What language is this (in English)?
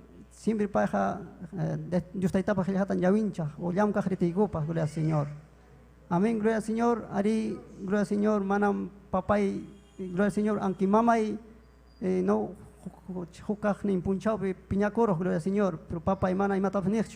Ayacucho Quechua